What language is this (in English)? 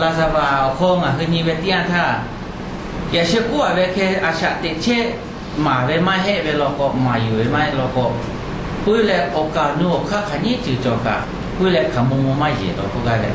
Lahu